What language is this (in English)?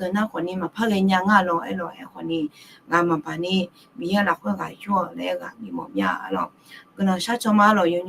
Akha